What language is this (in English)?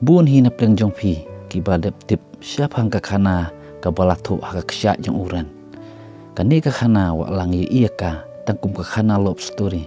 Khasi